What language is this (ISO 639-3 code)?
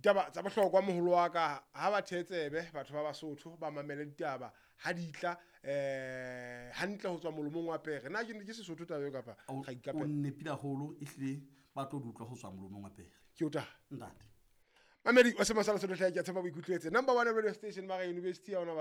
sot